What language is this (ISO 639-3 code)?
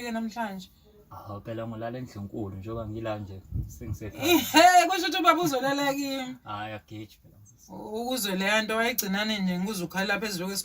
zul